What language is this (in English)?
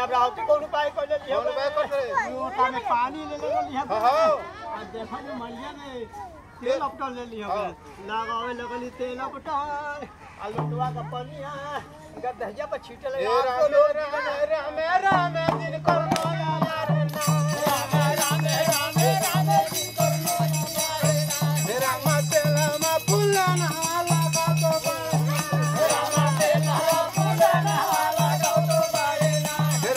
Bhojpuri